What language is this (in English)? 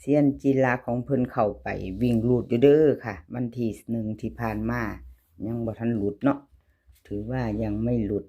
Northeastern Thai